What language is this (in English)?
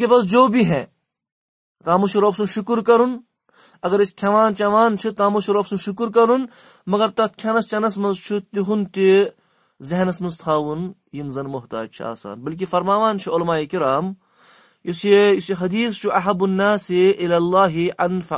Kashmiri